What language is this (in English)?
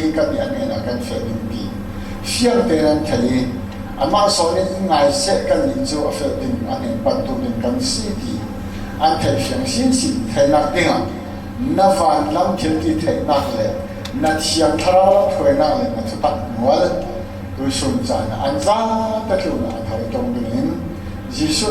Falam Chin